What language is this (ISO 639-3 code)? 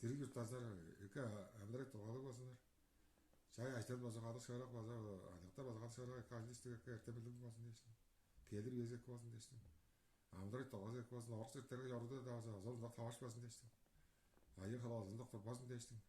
tyv